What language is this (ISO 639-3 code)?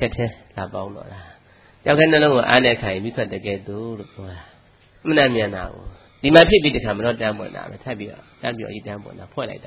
mya